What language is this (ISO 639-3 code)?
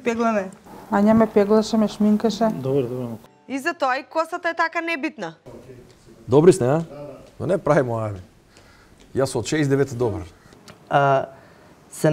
mkd